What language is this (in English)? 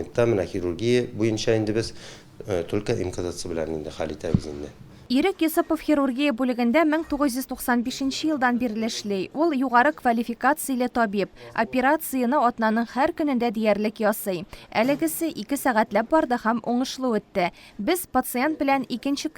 Tatar